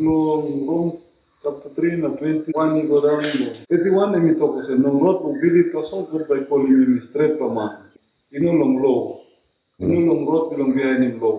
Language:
Tok Pisin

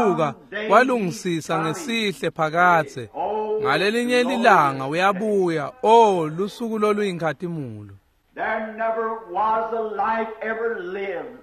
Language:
Swati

